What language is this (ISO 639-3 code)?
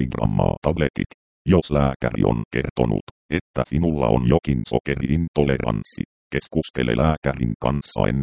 fin